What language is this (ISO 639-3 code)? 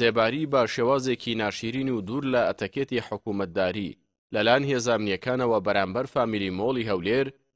ckb